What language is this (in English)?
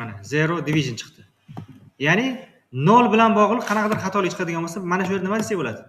Uzbek